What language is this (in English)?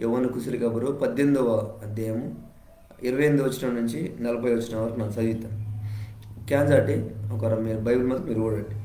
Koya